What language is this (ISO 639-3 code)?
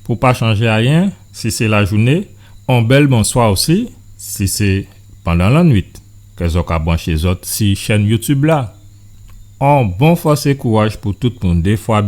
gcf